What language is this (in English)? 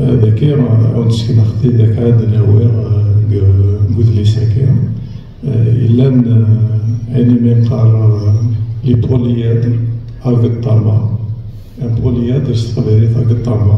Kabyle